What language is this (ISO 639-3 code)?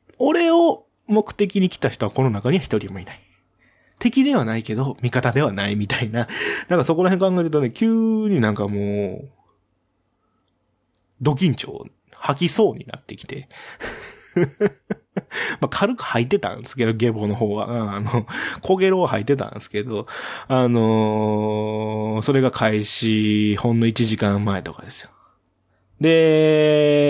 jpn